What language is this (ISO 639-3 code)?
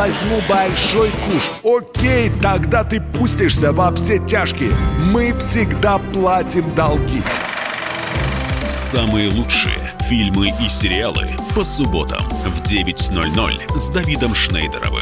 rus